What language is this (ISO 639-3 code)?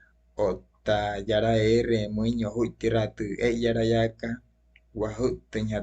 guc